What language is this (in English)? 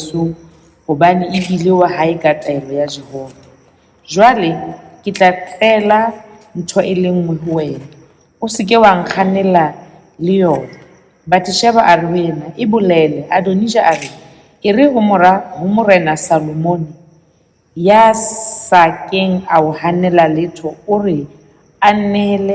Southern Sotho